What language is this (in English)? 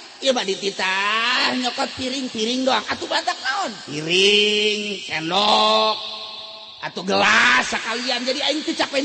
Sundanese